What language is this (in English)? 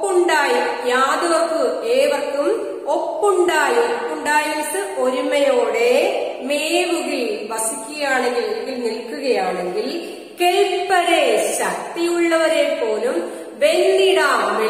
Malayalam